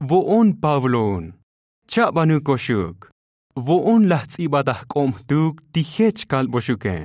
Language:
Tzotzil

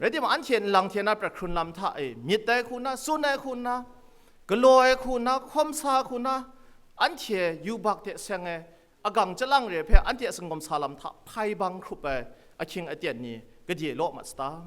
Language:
Kachin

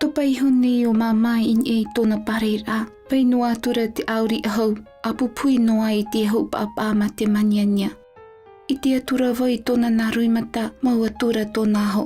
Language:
Tahitian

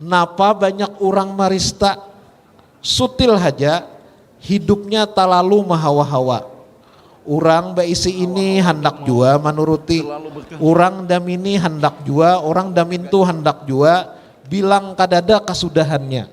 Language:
Banjar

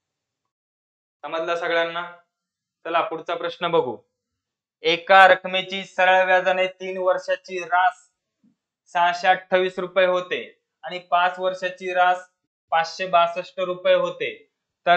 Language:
Marathi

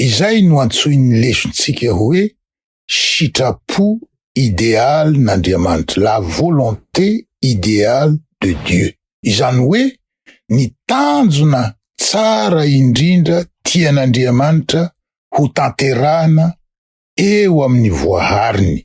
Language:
Malagasy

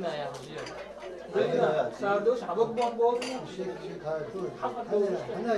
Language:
Ingush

